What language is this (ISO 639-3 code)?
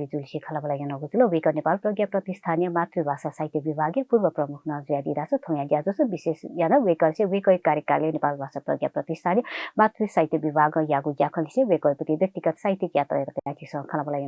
new